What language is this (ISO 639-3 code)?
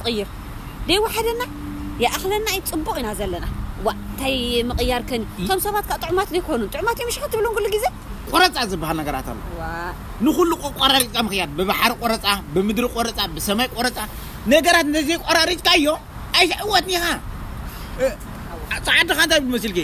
tir